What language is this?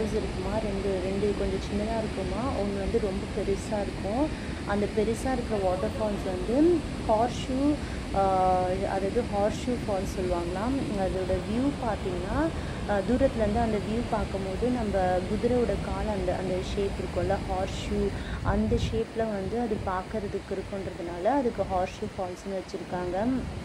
Tamil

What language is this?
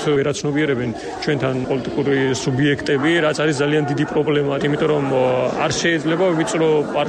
Georgian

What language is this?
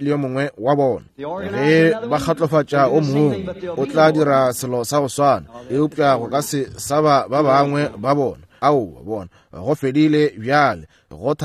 Northern Sotho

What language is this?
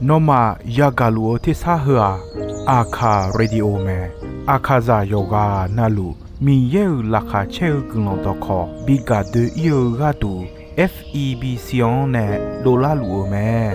Akha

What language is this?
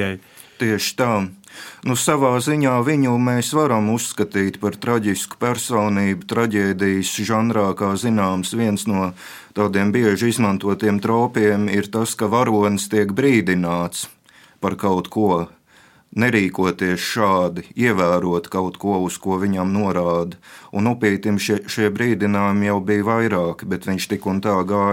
Latvian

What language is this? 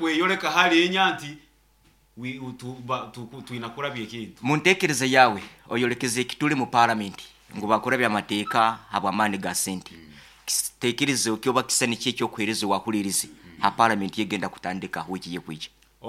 Nyoro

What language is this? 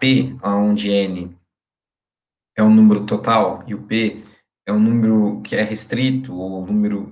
Portuguese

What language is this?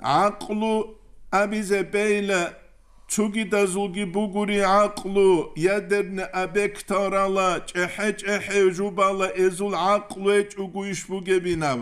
Avaric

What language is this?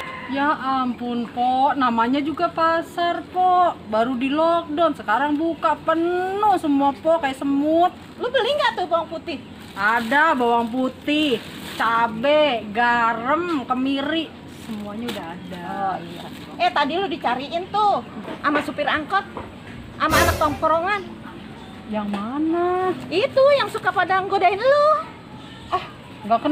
Betawi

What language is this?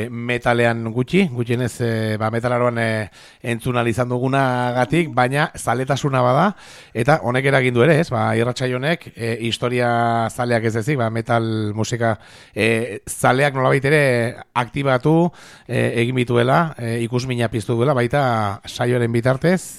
Basque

